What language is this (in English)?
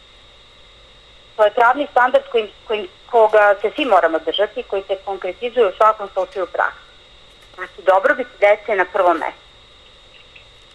Serbian